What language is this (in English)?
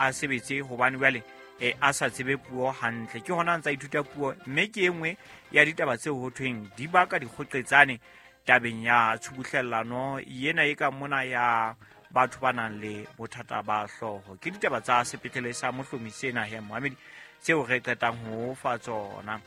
Southern Sotho